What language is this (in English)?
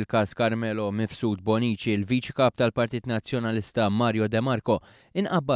Maltese